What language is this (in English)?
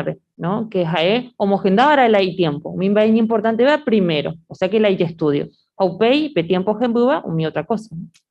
Guarani